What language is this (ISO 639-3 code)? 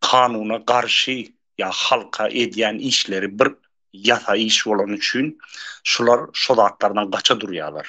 tuk